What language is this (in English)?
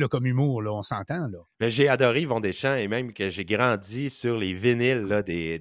French